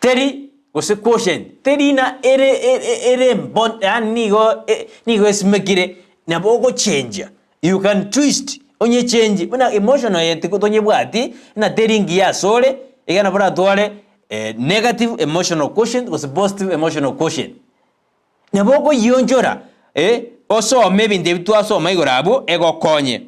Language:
Gusii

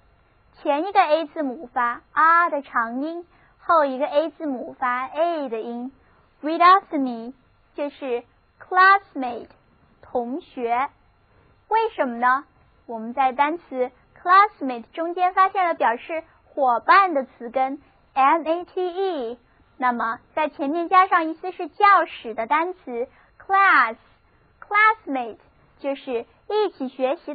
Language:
Chinese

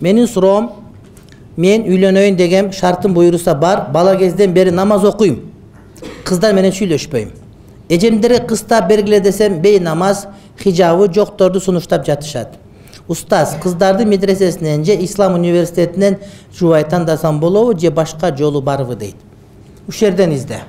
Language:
Kyrgyz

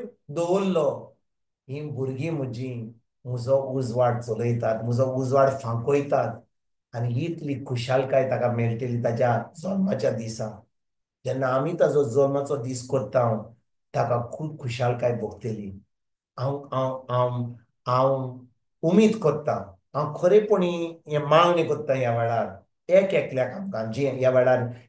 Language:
Konkani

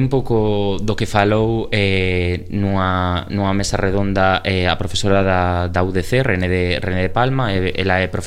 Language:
Galician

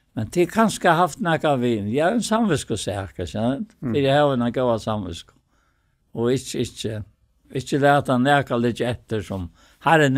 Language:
Faroese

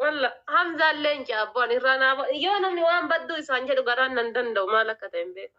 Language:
Oromo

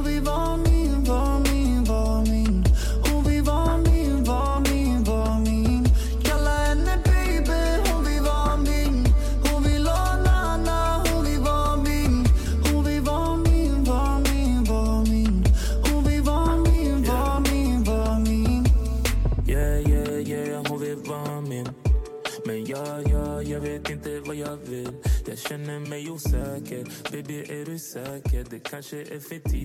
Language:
Swedish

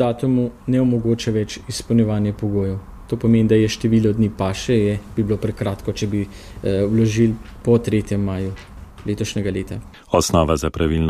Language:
Slovenian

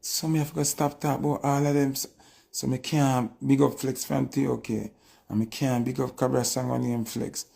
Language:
Jamaican Creole English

